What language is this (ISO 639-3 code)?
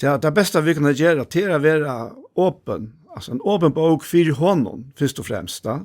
fao